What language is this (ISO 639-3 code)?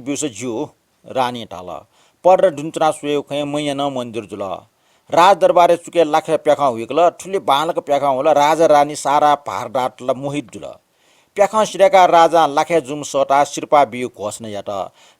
new